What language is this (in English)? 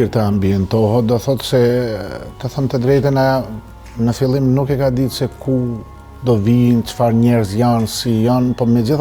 Albanian